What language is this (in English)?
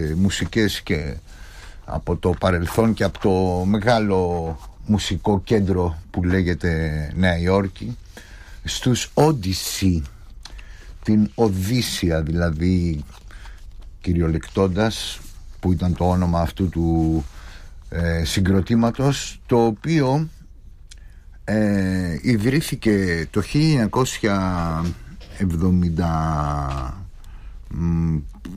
Greek